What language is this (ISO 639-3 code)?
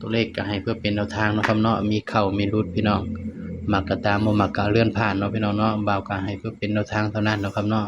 tts